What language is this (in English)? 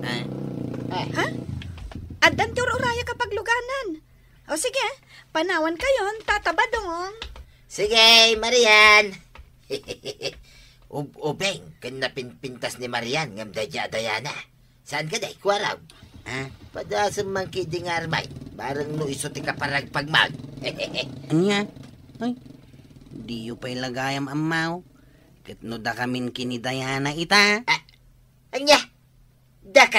Iloko